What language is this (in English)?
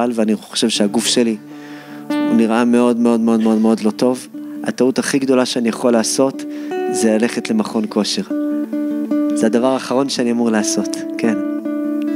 Hebrew